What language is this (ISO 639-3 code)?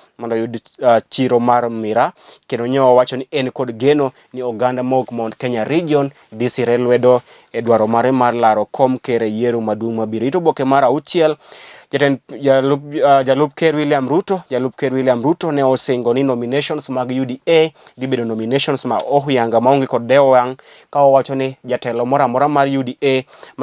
luo